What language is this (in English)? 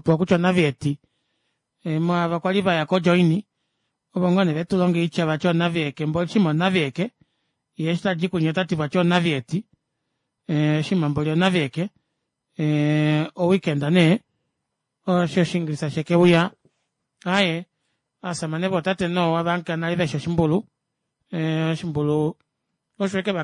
Kuanyama